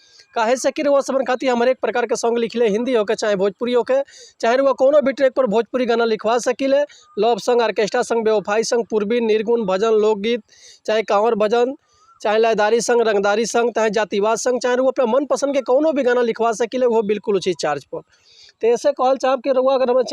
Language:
Bhojpuri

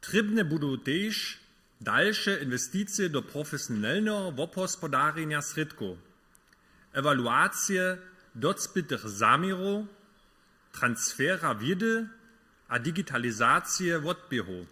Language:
Upper Sorbian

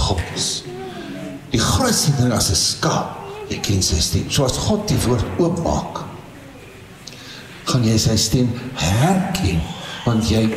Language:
Afrikaans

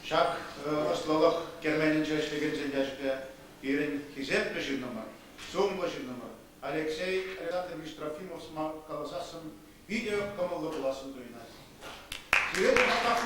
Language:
Chuvash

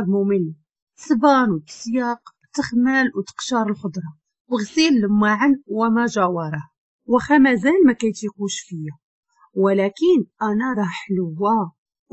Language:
Moroccan Arabic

